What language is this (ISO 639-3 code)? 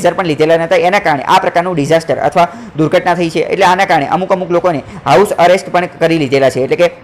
guj